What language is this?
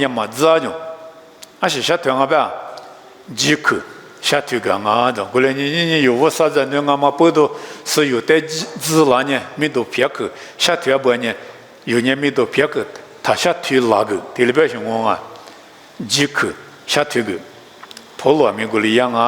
Lisu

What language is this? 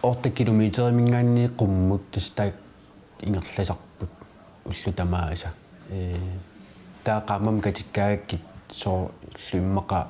Kalaallisut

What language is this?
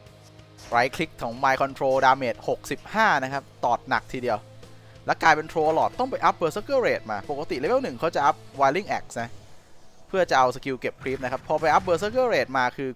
Thai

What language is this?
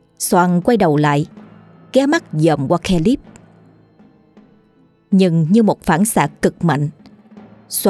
Vietnamese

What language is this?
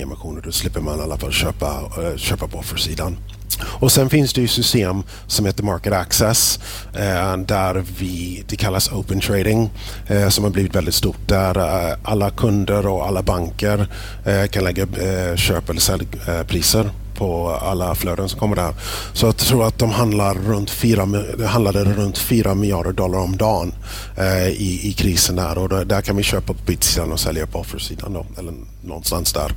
Swedish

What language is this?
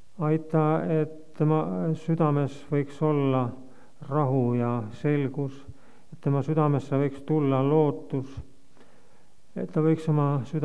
Estonian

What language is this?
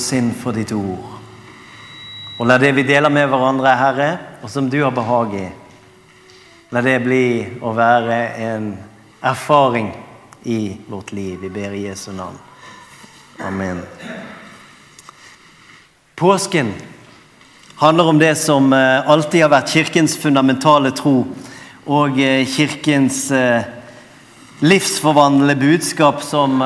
Norwegian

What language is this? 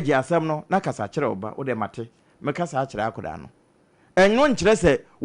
Akan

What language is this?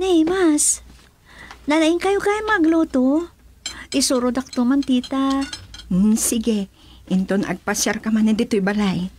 Iloko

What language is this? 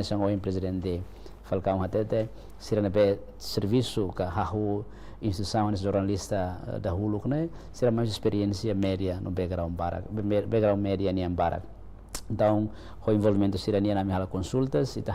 Tetum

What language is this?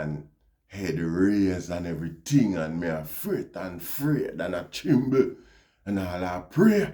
Jamaican Creole English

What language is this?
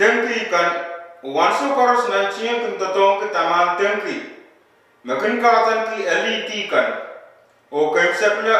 Pohnpeian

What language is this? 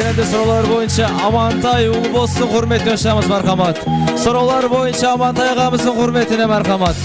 Kara-Kalpak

